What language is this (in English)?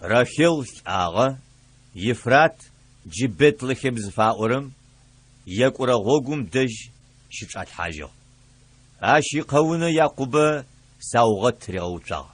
Adyghe